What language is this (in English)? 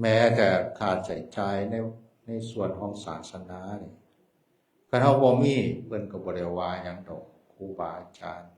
Northeastern Thai